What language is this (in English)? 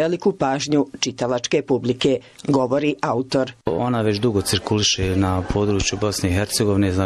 Bosnian